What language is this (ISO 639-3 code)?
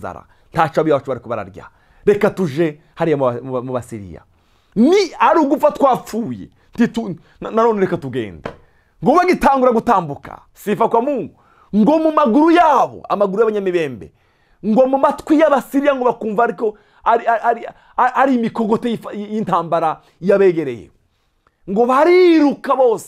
run